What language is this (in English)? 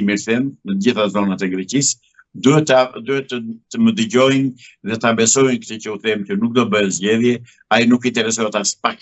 Albanian